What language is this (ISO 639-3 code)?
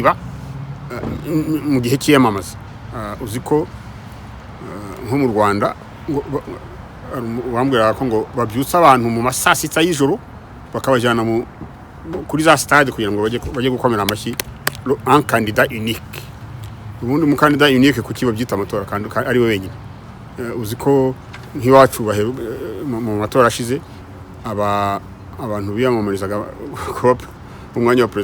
kin